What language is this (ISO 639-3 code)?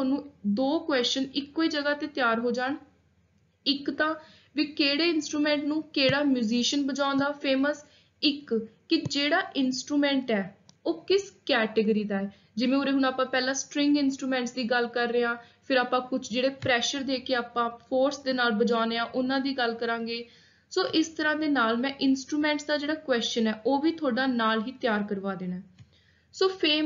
pan